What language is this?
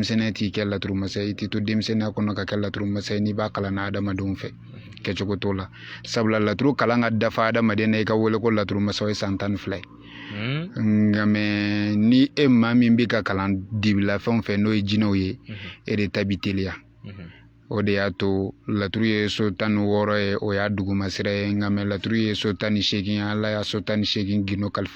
Bambara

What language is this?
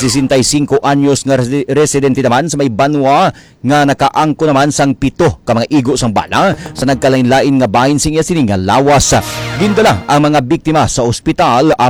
Hiligaynon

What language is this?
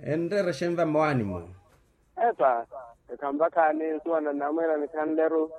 Makhuwa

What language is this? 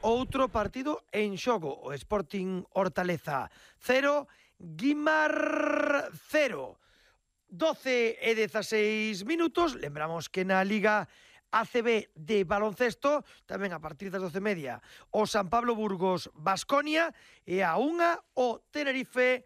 Galician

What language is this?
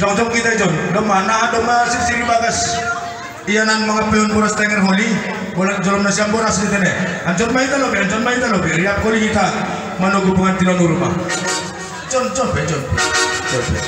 Batak Toba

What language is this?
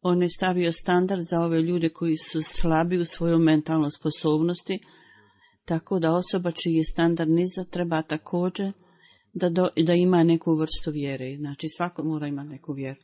Bosnian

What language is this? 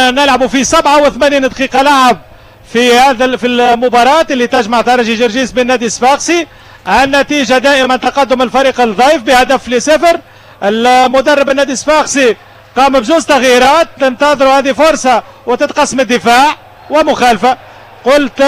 Tunisian Arabic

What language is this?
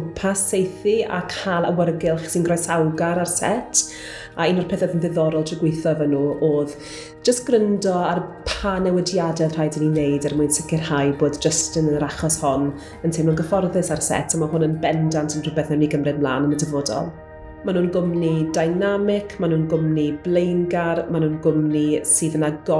Welsh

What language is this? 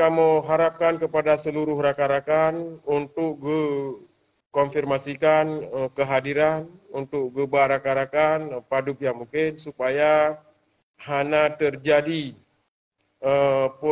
Achinese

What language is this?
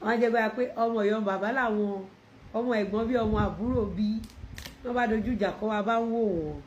Yoruba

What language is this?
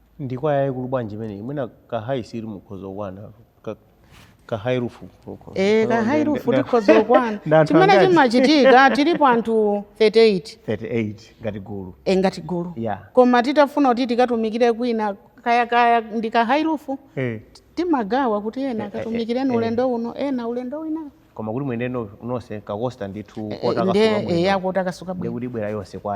Nyanja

